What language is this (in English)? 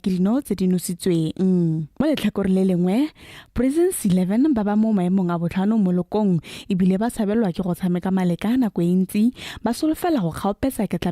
Tswana